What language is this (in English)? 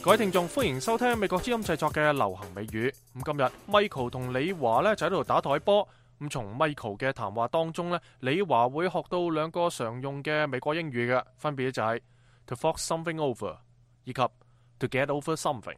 Cantonese